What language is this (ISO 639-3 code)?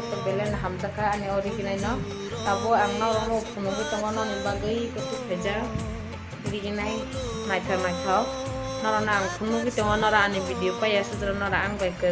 trp